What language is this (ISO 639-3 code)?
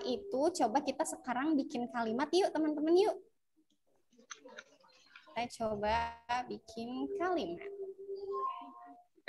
ind